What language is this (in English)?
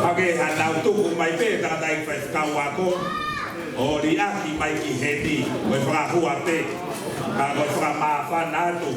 Tongan